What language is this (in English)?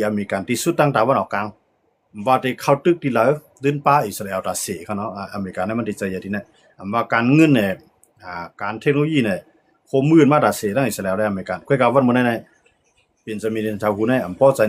Shan